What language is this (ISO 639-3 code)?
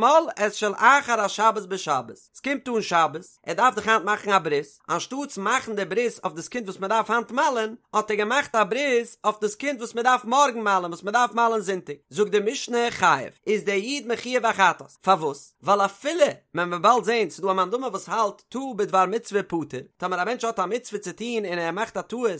yid